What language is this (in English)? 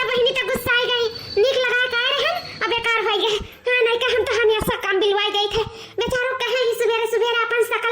Awadhi